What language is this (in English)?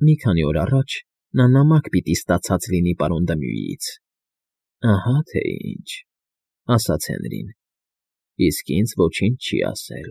Armenian